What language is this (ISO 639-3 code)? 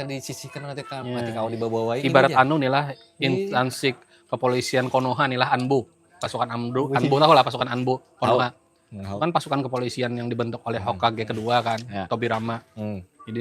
bjn